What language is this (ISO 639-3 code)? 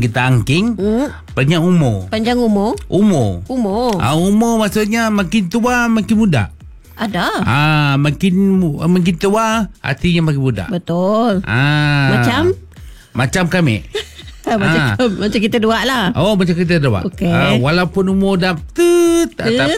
msa